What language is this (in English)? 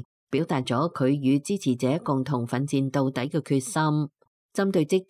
Cantonese